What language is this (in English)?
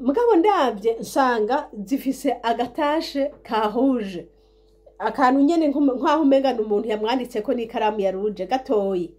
Rundi